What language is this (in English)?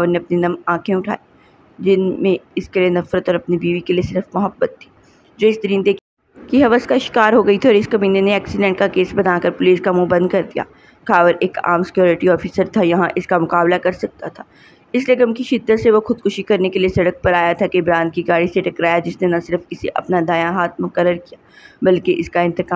Urdu